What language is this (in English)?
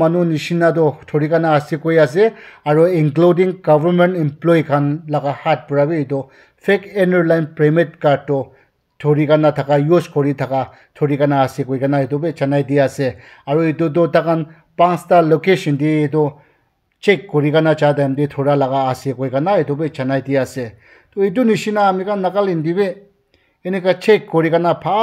Naga Pidgin